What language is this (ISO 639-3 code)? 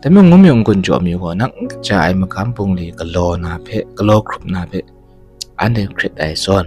kac